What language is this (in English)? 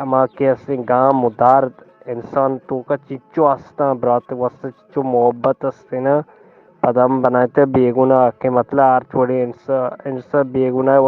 Eastern Balochi